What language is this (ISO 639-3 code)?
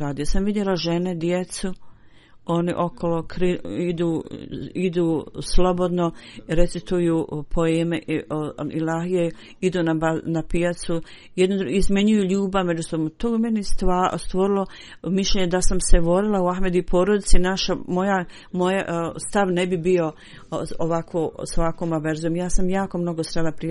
bos